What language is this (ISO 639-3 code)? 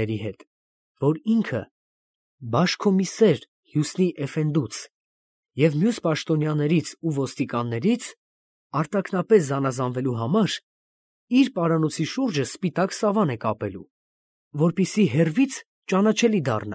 hye